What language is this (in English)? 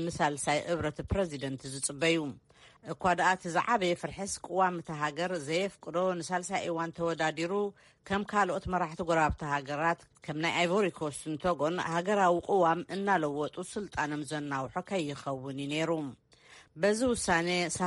Tigrinya